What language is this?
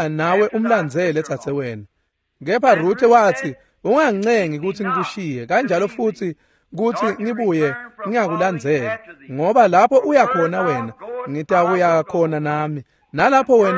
Swati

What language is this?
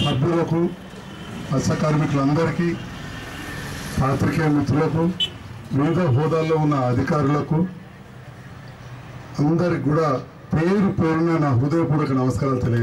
Telugu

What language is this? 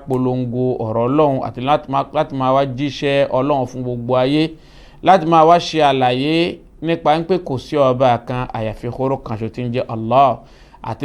Yoruba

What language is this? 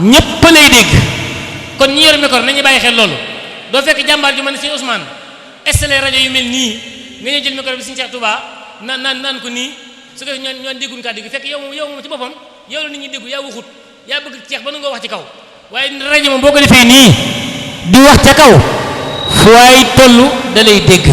Wolof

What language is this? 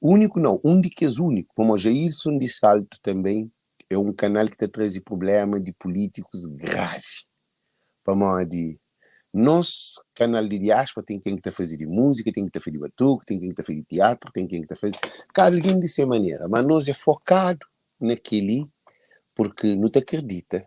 Kabuverdianu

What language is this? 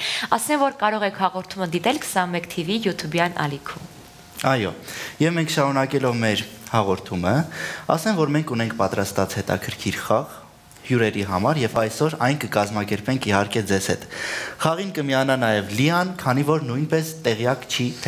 Armenian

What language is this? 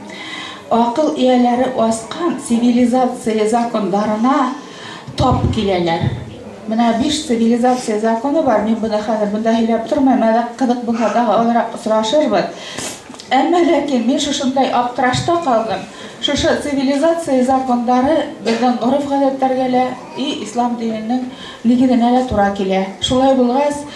Bashkir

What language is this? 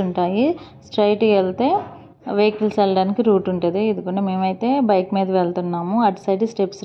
Telugu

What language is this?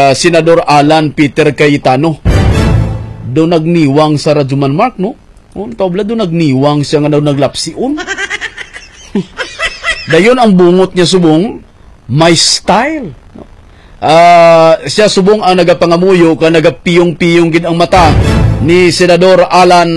Hiligaynon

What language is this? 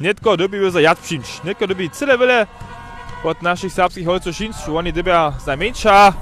Upper Sorbian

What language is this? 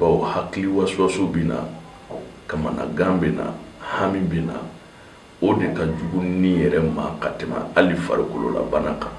Bambara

